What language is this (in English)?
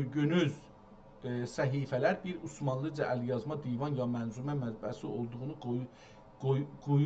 South Azerbaijani